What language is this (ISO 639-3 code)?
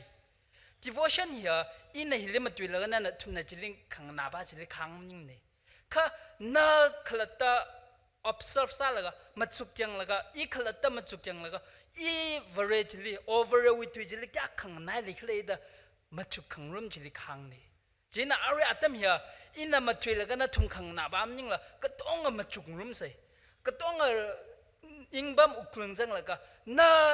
nmf